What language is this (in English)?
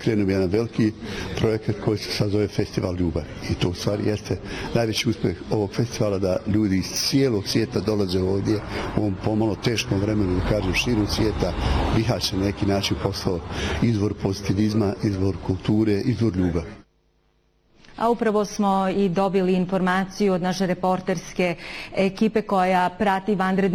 Bosnian